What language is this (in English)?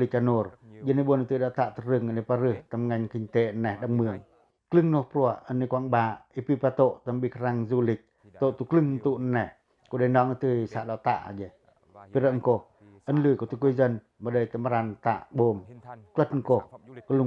Pacoh